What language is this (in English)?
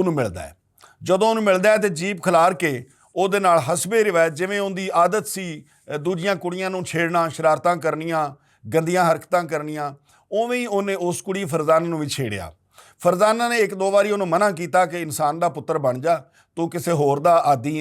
Western Panjabi